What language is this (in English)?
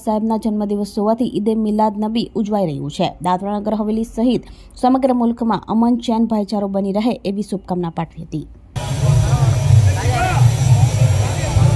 Gujarati